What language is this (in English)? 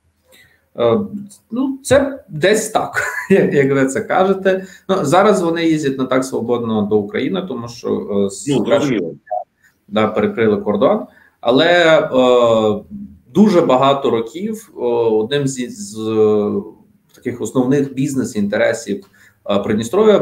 Ukrainian